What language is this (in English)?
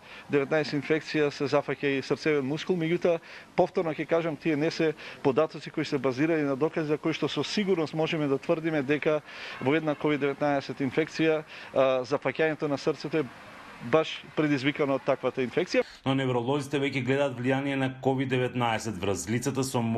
Macedonian